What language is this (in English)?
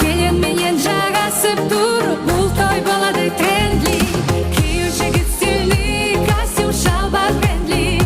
Kara-Kalpak